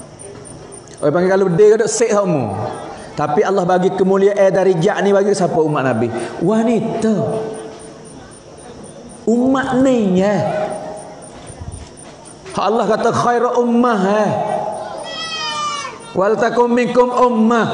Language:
Malay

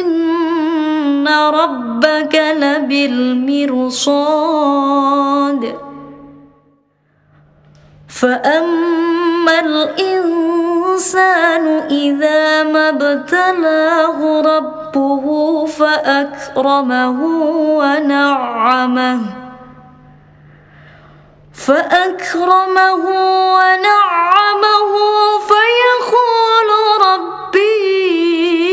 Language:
Arabic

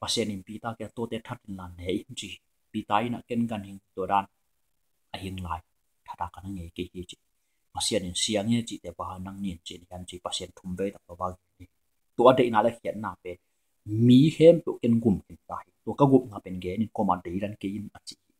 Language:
Tedim Chin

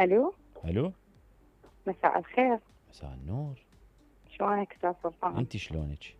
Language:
Mesopotamian Arabic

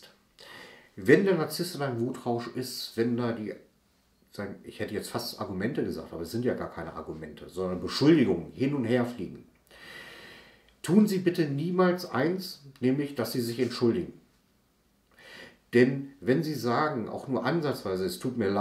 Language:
German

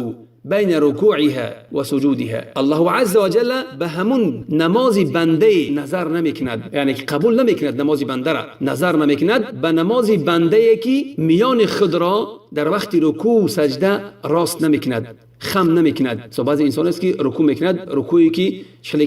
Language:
Tajik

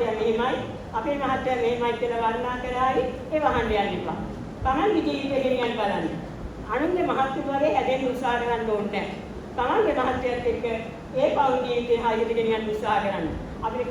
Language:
Sinhala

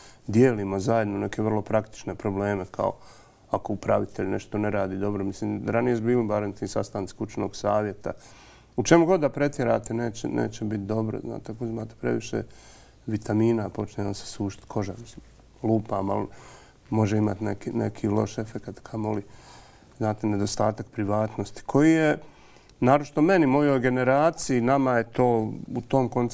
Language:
Bosnian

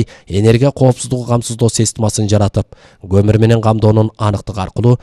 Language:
Kyrgyz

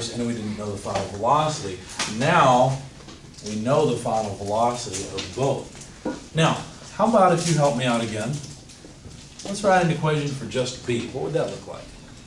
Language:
English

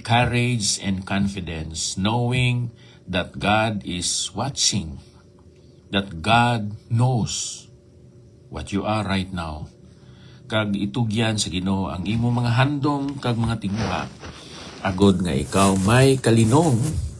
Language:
Hiligaynon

